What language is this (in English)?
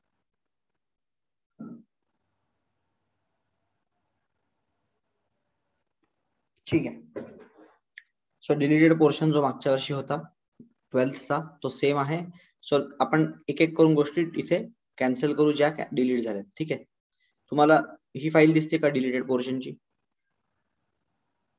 Marathi